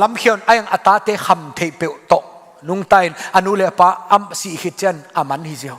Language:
Tedim Chin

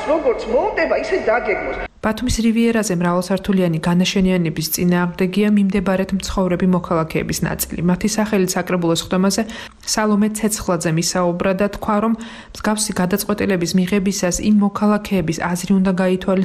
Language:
Georgian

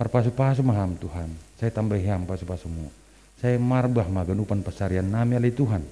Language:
Batak Simalungun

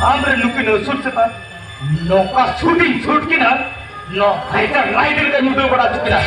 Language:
Santali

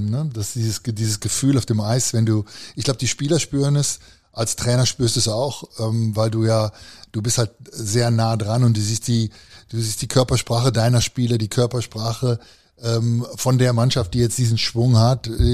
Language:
German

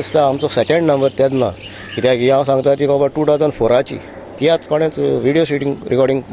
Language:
Konkani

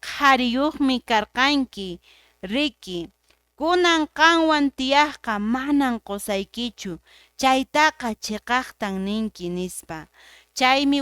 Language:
Quechua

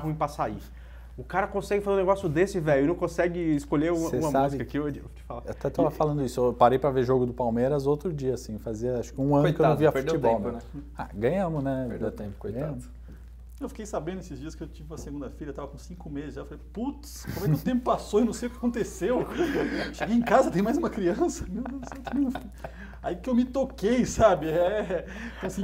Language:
Portuguese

